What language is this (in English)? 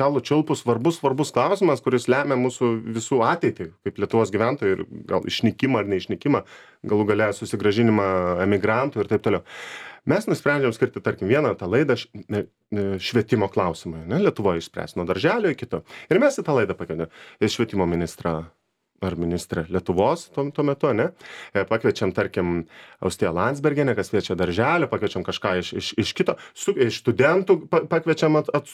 Lithuanian